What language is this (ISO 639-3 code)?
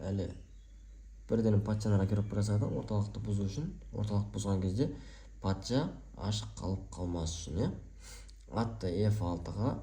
kaz